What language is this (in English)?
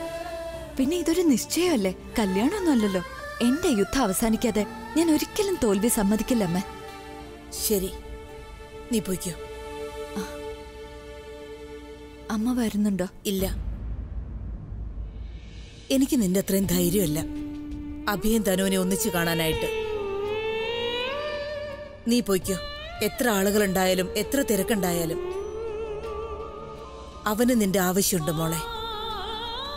Malayalam